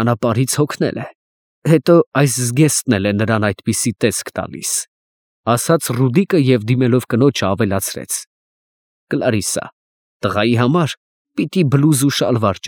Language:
Armenian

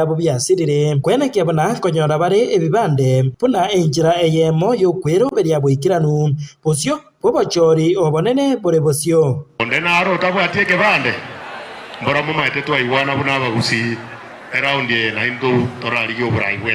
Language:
Gusii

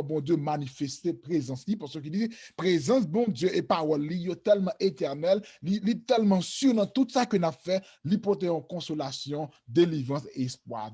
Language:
Haitian Creole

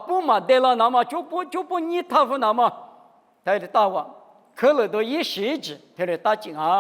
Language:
Lisu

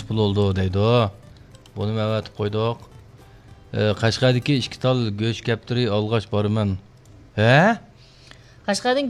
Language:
Uyghur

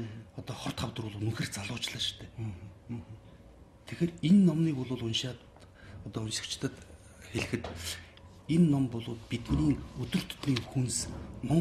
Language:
Mongolian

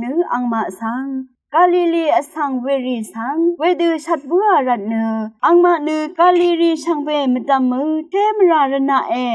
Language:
Rawang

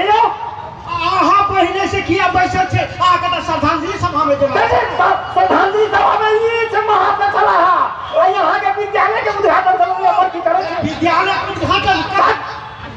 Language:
Maithili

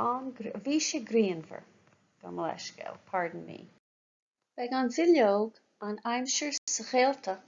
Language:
Irish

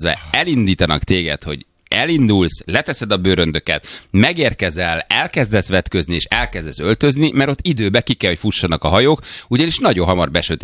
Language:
Hungarian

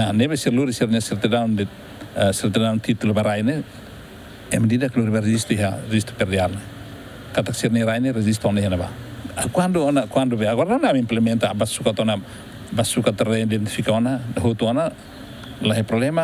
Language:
Tetum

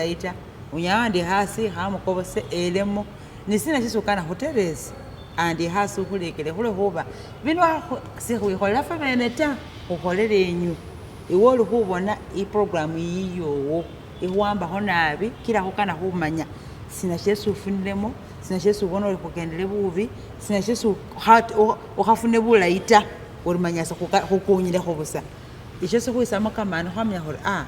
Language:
Masaaba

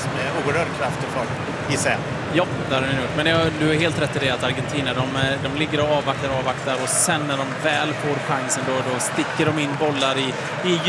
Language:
Swedish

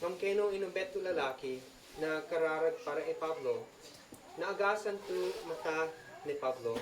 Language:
Isnag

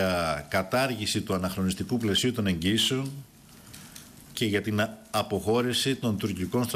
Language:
Greek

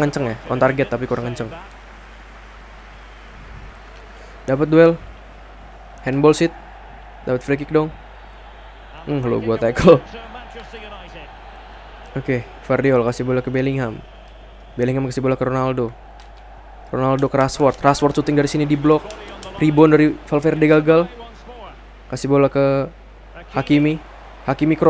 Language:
Indonesian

